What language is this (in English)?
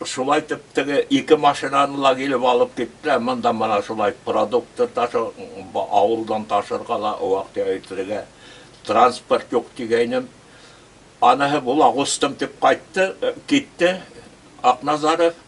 Bashkir